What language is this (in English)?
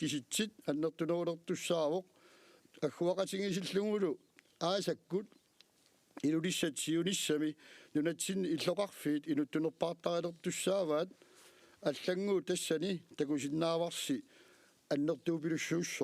Kalaallisut